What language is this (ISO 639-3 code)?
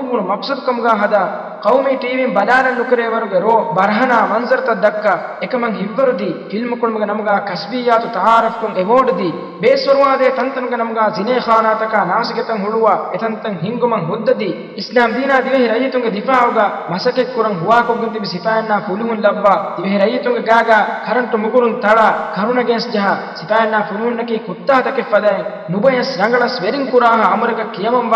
div